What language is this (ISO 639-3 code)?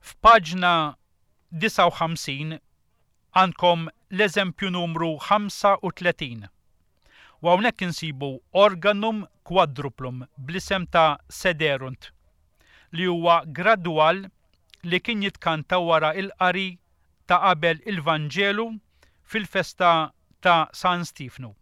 mlt